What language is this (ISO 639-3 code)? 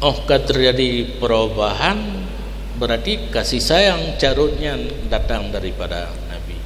ace